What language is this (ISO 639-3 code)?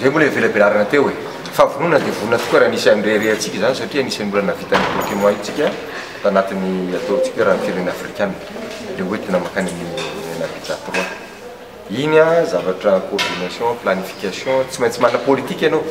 mlg